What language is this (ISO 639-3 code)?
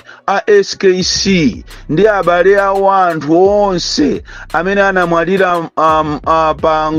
nya